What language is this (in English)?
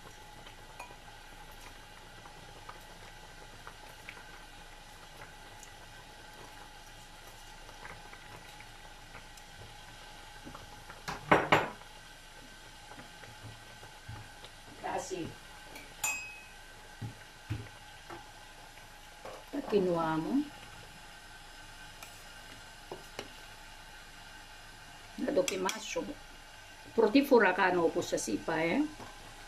Greek